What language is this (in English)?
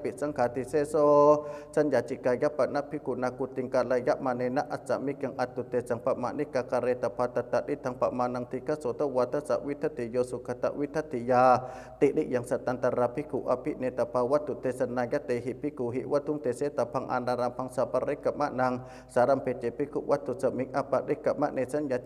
Pali